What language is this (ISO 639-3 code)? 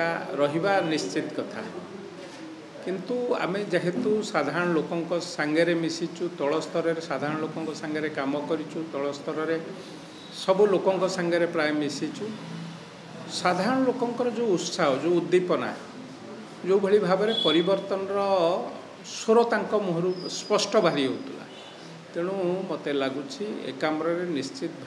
ori